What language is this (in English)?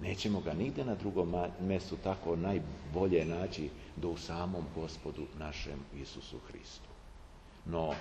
Serbian